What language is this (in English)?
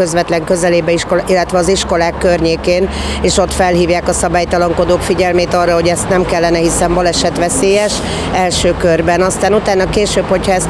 Hungarian